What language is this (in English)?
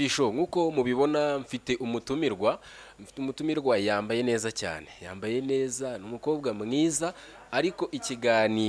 Kinyarwanda